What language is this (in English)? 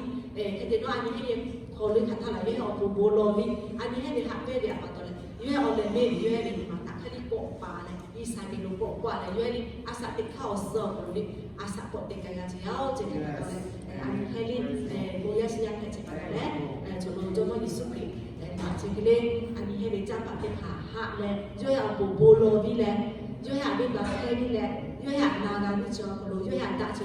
Lahu